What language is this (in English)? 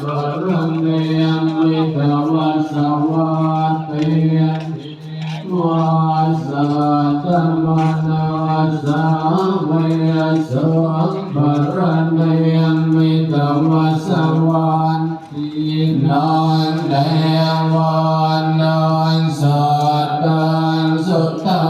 Pali